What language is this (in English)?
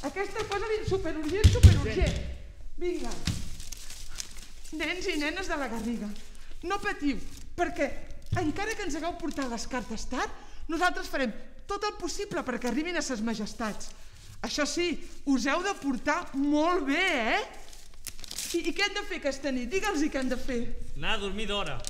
Catalan